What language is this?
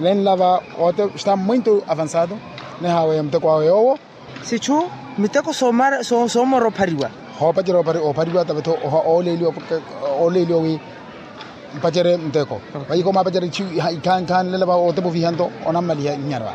Makhuwa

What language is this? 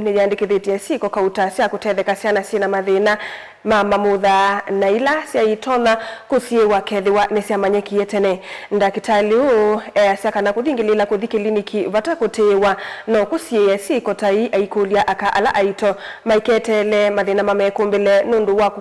Kamba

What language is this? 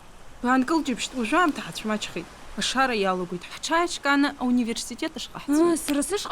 Abkhazian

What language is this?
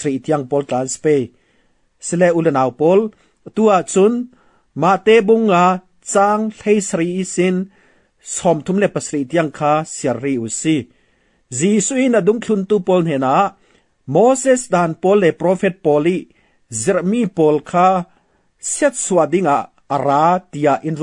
Falam Chin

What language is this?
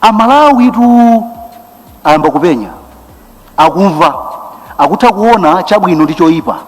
Nyanja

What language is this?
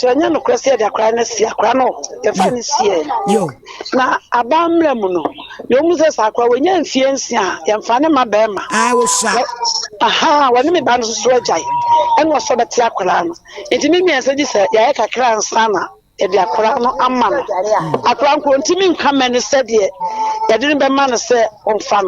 Akan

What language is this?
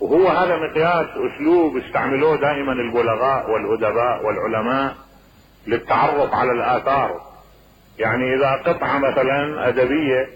Mesopotamian Arabic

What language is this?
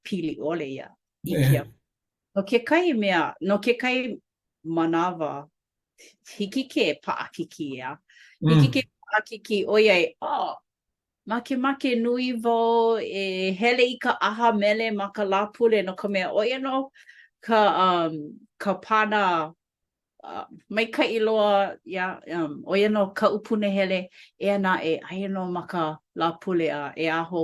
Hawaiian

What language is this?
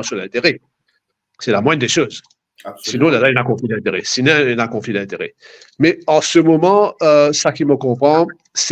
Morisyen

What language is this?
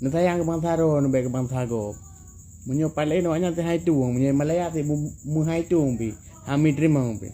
Achinese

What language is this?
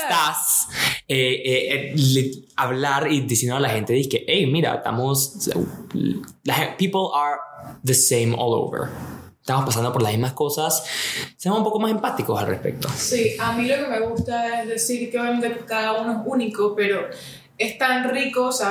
Spanish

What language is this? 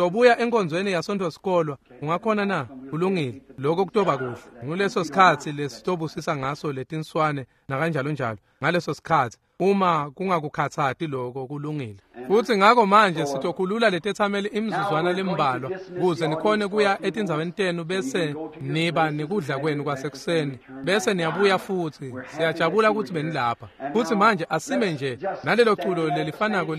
Swati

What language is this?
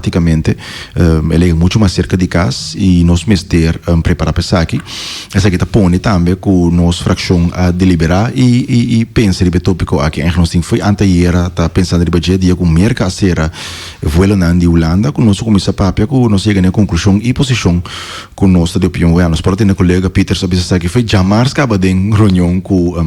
Papiamento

